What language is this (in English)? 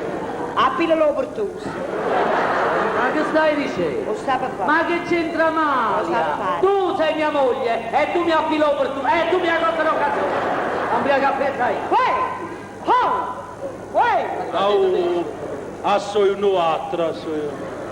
Neapolitan